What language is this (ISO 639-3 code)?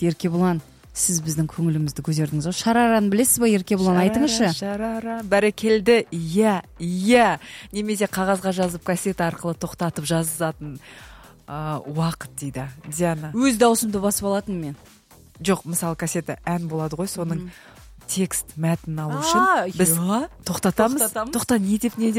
kaz